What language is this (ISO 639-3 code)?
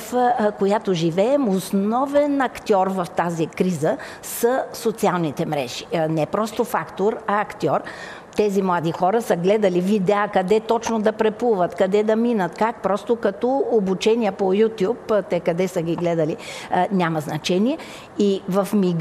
bul